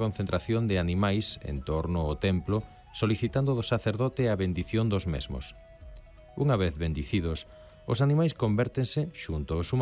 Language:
Galician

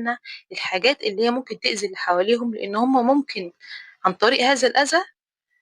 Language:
Egyptian Arabic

